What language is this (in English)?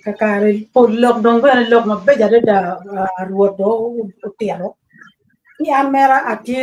Acoli